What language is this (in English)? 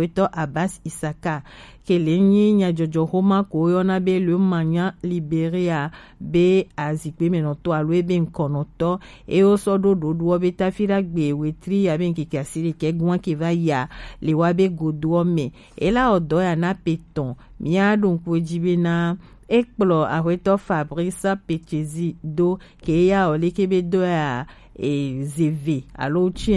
Gen